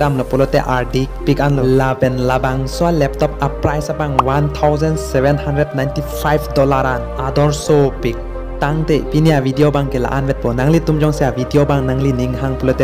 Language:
Karbi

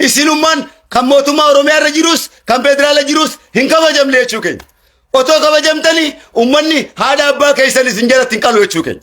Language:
Oromo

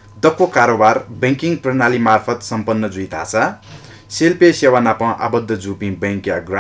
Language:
Newari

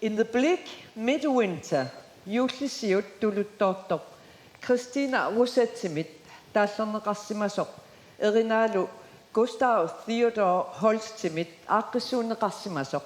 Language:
Kalaallisut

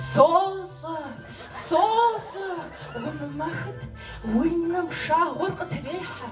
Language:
Kabardian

